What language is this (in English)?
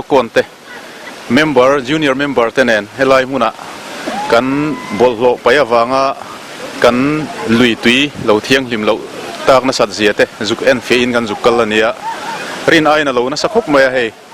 Mizo